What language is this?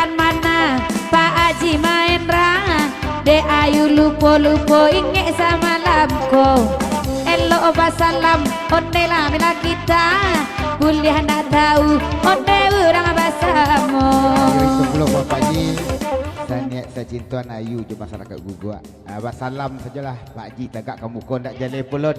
Minangkabau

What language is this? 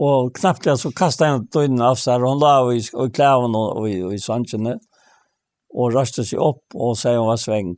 Faroese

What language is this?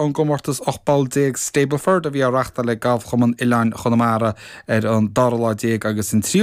Irish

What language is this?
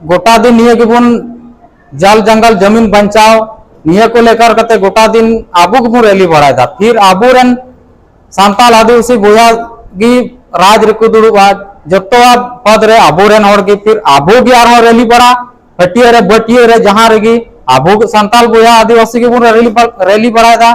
Santali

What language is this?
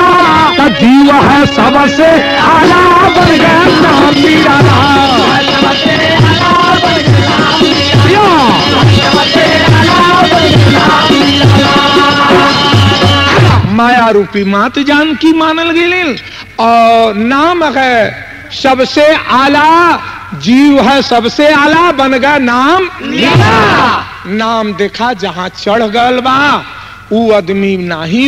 Bhojpuri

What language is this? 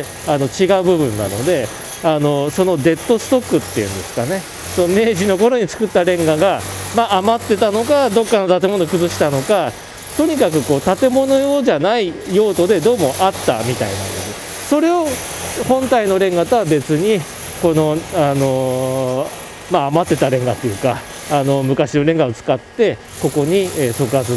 Japanese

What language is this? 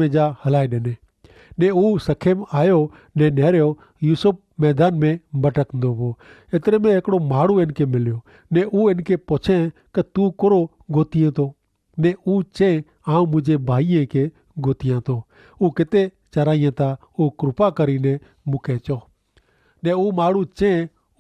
Kachhi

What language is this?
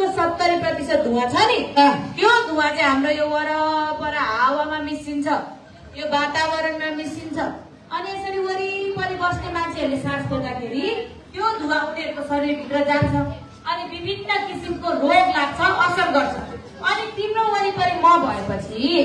Nepali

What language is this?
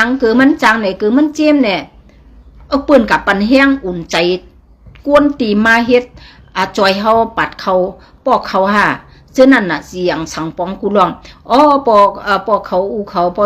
Shan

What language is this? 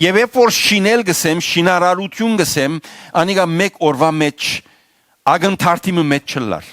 Western Armenian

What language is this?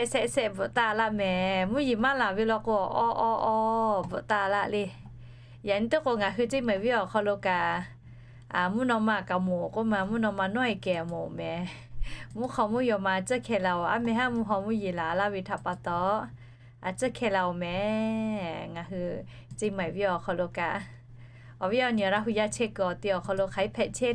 Lahu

